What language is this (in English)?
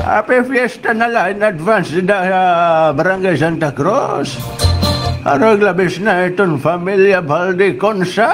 Waray